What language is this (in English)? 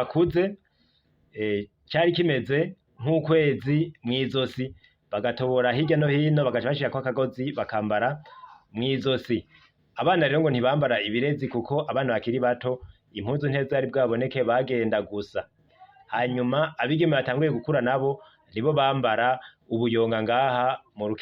Rundi